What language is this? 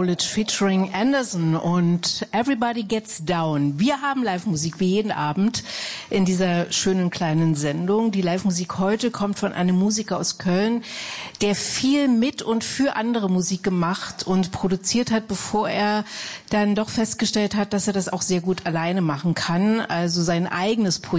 German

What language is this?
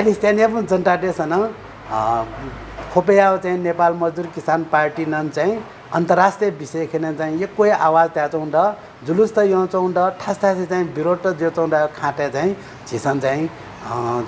Newari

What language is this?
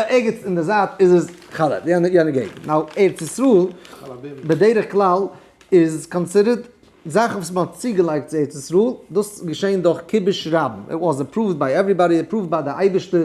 Yiddish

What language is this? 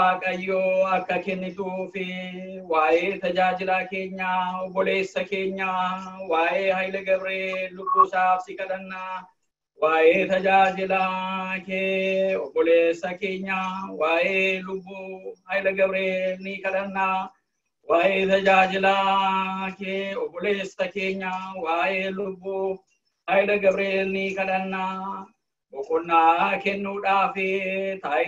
Oromo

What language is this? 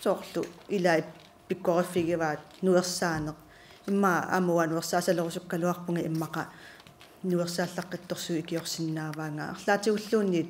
Kalaallisut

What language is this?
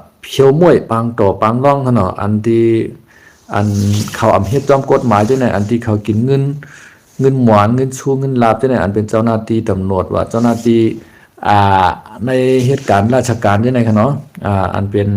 Shan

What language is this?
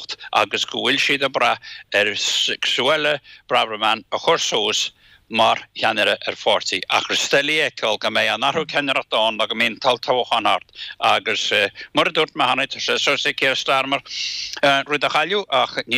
Irish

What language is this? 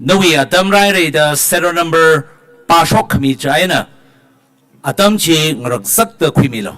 Tangkhul Naga (India)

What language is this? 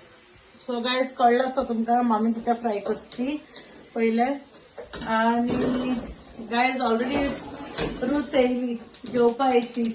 Konkani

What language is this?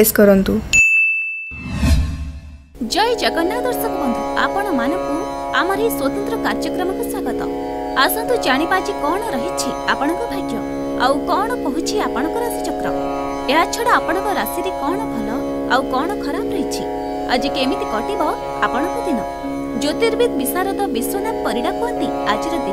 Odia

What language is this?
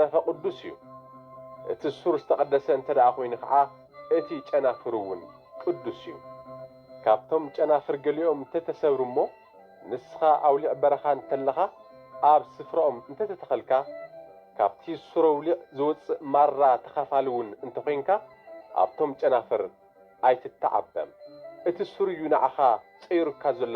Tigrinya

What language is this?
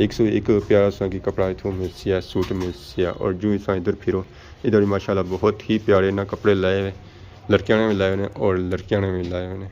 Pahari-Potwari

